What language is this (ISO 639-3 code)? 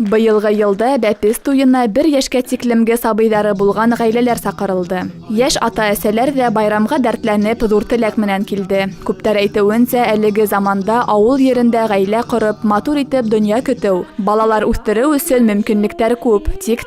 bak